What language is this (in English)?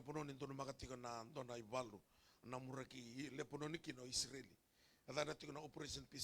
Fijian